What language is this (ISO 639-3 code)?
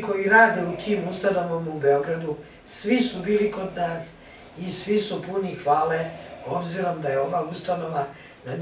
srp